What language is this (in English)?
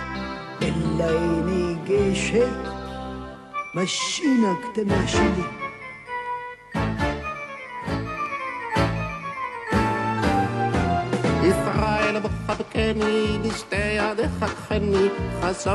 Hebrew